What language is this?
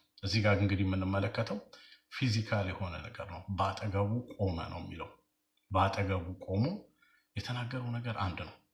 Amharic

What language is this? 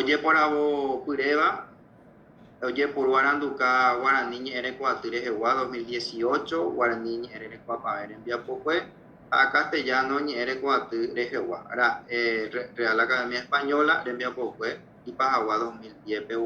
Guarani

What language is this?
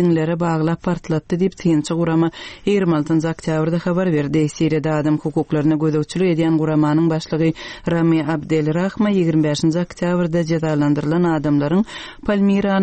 Turkmen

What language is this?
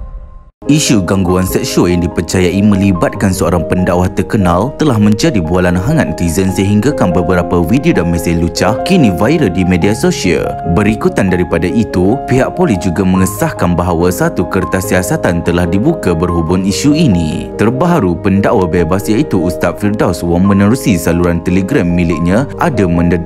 Malay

